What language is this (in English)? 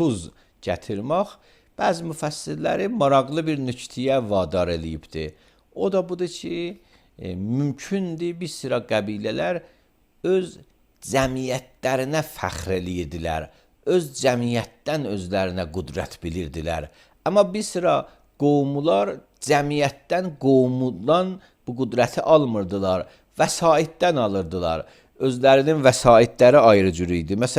Azerbaijani